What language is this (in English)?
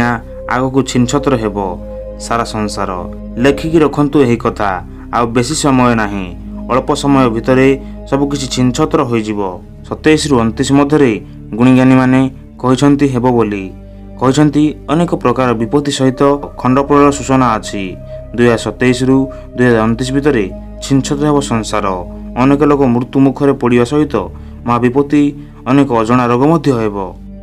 Odia